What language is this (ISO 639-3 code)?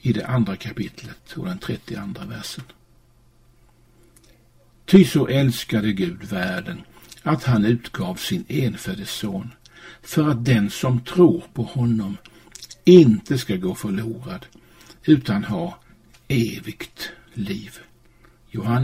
swe